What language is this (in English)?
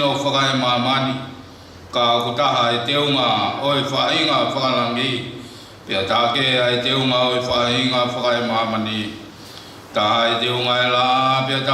Tongan